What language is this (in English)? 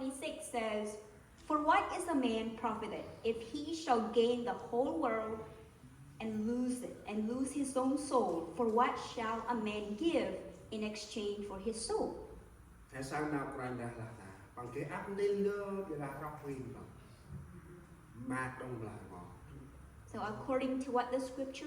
Central Mnong